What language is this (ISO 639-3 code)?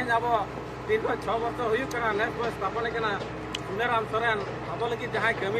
sat